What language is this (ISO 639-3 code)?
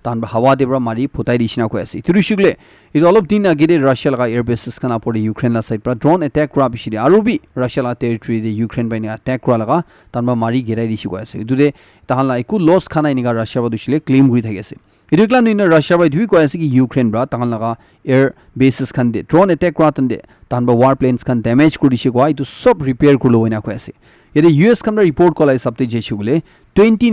nag